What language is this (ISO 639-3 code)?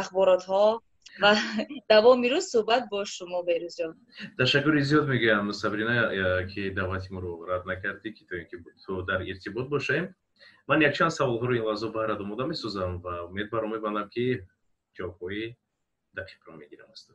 tgk